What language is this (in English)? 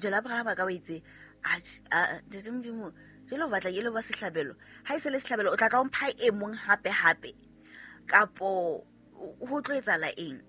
Southern Sotho